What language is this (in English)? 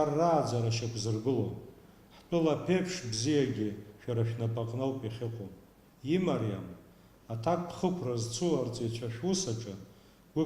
Abkhazian